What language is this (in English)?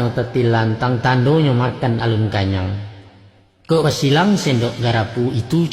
Minangkabau